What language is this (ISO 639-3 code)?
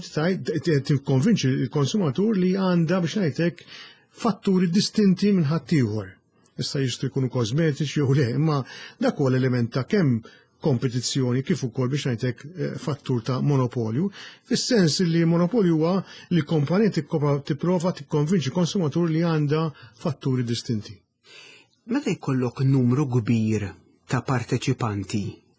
mlt